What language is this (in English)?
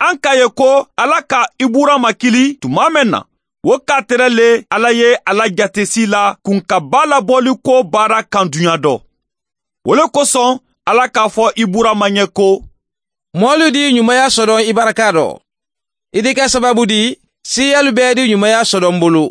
Mandingo